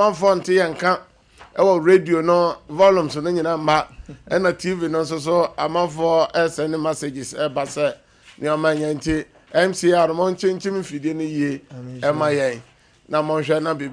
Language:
Akan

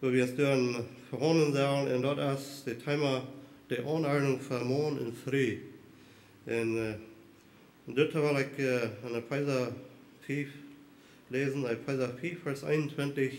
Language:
Plautdietsch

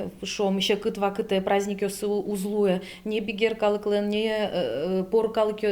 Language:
Udmurt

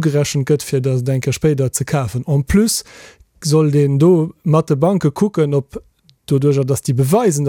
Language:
Luxembourgish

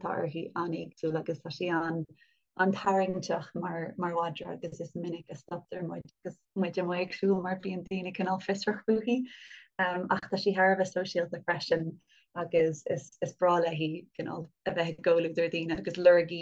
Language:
Irish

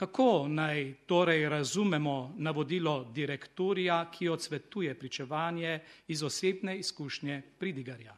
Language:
Slovenian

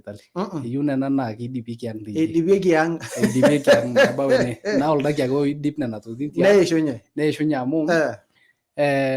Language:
Masai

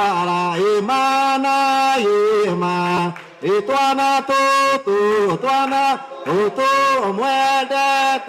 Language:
Kikuyu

